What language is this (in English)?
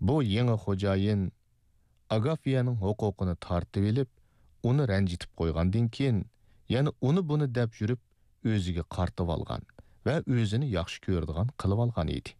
Uyghur